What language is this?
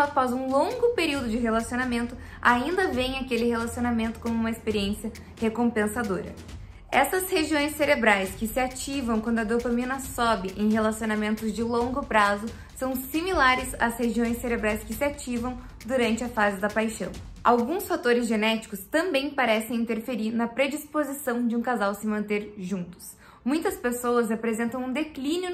Portuguese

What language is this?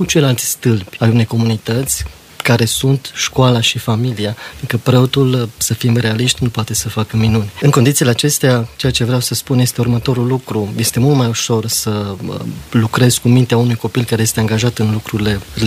Romanian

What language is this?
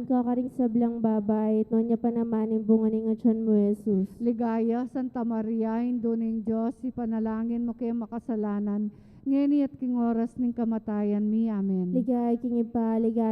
Pampanga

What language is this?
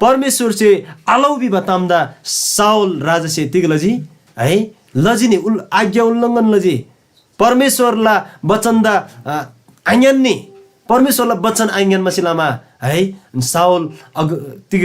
Eastern Tamang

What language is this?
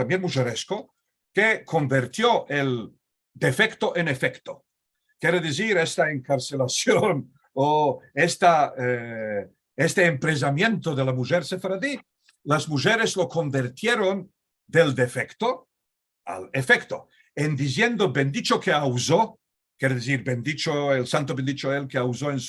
Ladino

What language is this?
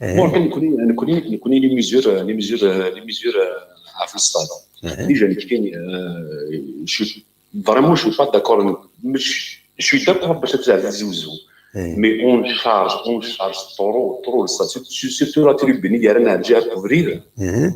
Kabyle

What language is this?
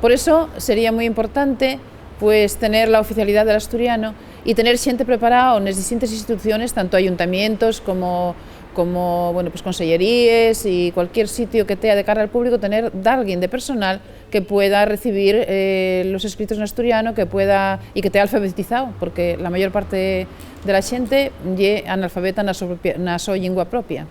Asturian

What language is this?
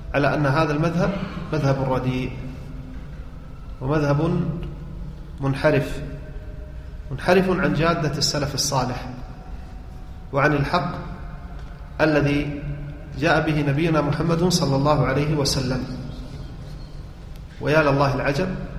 Arabic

